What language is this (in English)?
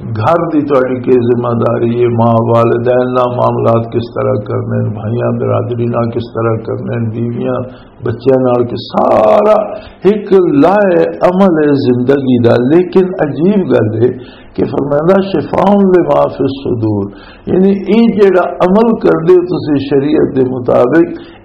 Western Panjabi